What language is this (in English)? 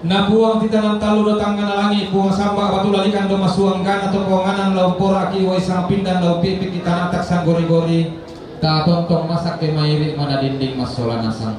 Toraja-Sa'dan